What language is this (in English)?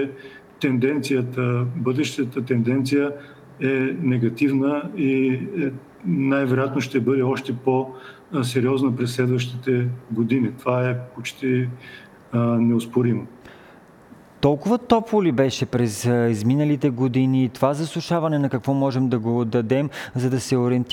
Bulgarian